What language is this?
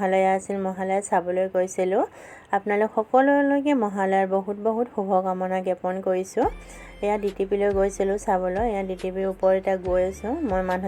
Assamese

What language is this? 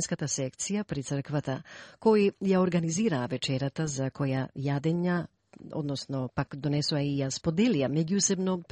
Macedonian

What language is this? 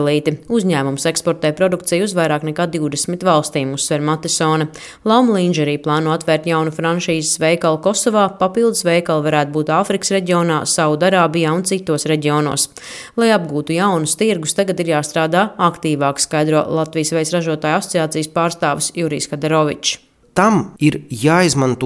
Latvian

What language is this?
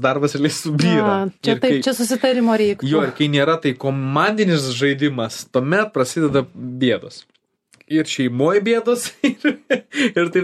Lithuanian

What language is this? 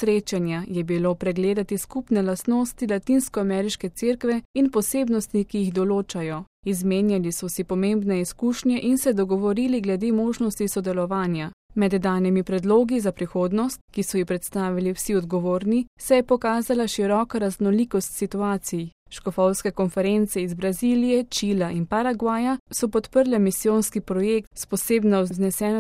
Slovenian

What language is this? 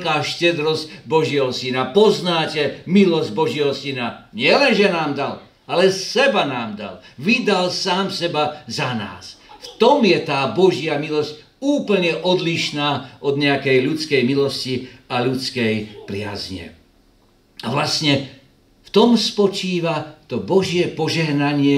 Slovak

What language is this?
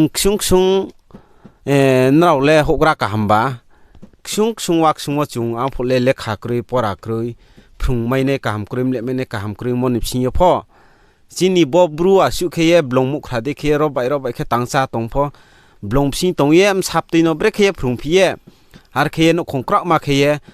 Riang (India)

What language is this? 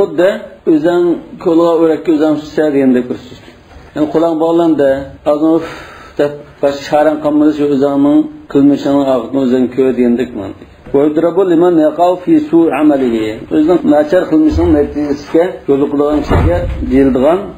Uyghur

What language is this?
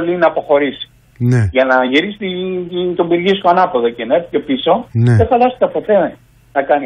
Greek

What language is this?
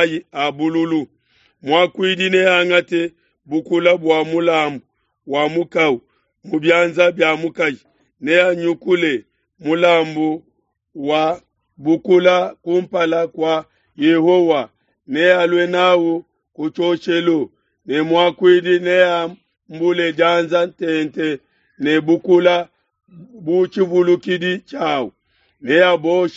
Luba-Lulua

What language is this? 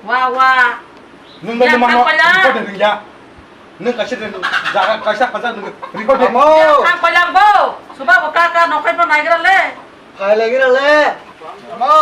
Kok Borok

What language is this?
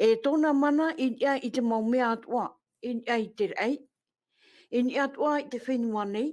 Tahitian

